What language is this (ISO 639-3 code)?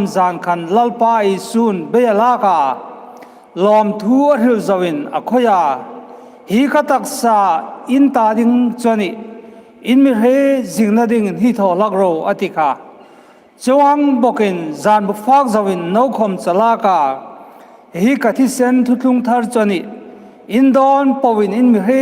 hmr